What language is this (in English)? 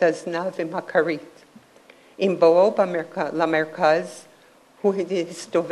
Hebrew